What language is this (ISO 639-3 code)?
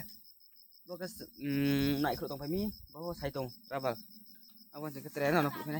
ria